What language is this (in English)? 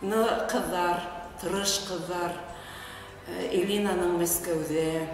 Bashkir